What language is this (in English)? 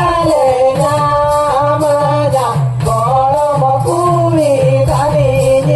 Santali